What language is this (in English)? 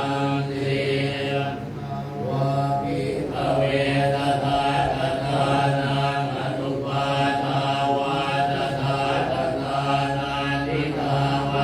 Pali